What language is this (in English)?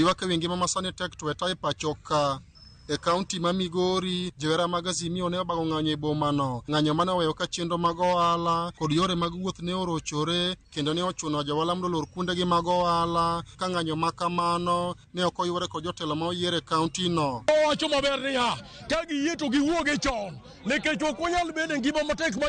Luo (Kenya and Tanzania)